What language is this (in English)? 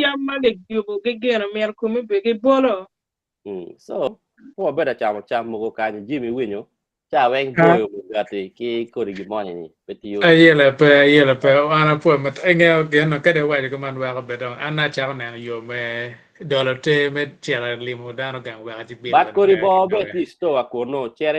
Acoli